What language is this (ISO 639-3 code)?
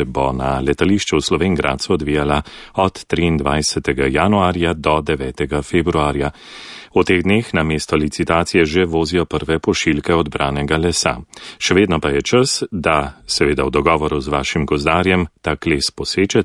slv